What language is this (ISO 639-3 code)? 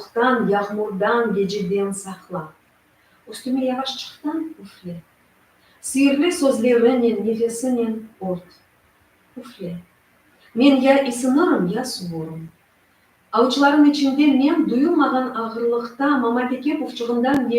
crh